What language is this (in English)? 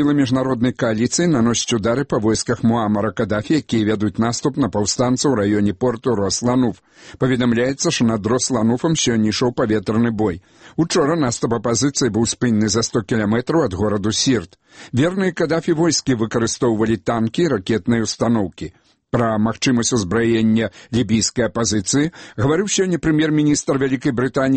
Belarusian